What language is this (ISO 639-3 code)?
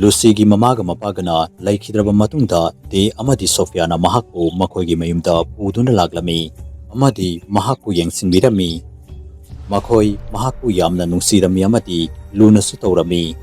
mni